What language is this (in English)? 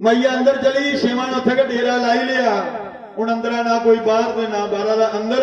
Dogri